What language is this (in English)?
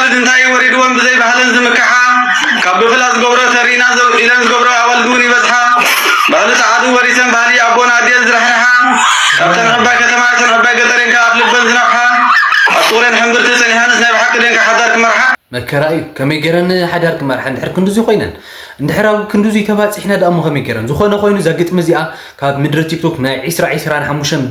Tigrinya